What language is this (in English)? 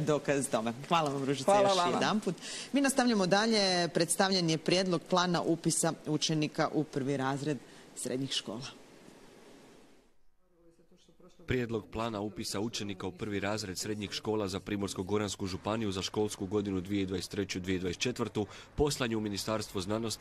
Croatian